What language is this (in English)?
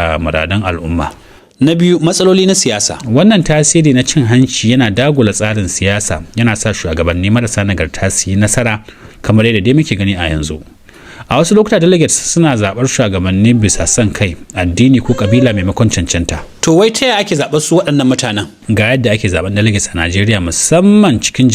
Hausa